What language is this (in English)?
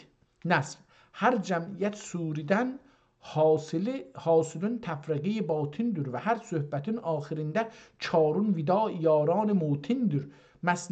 South Azerbaijani